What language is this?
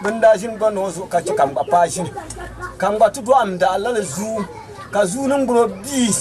Dagbani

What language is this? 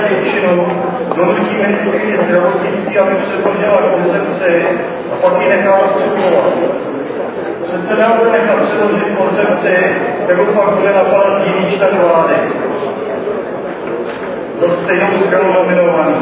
Czech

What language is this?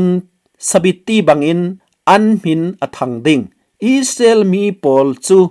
Falam Chin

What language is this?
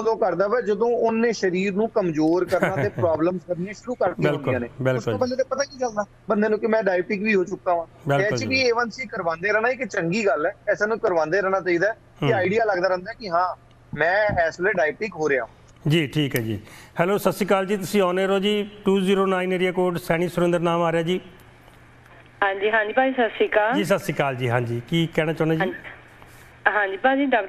Punjabi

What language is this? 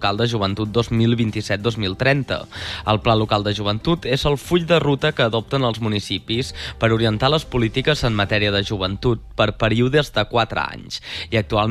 Catalan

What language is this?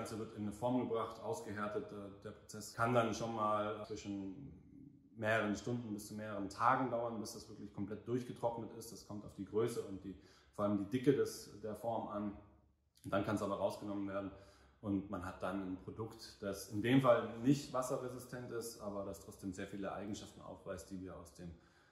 German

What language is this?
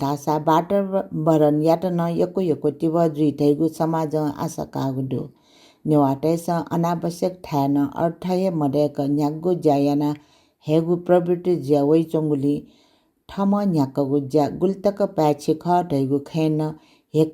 Newari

